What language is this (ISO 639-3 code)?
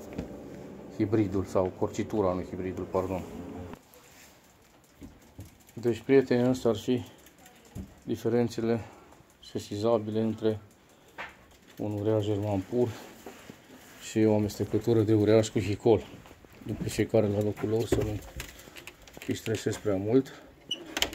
ron